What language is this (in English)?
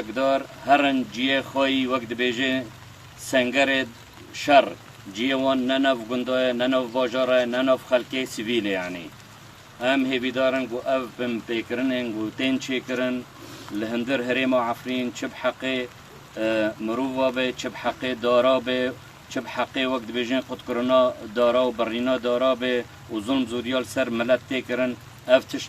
Kurdish